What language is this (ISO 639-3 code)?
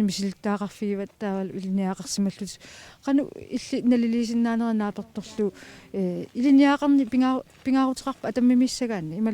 kal